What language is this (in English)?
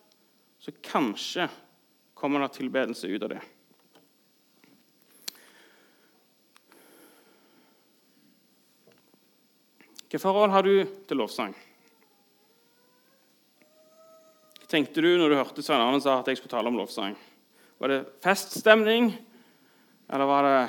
Norwegian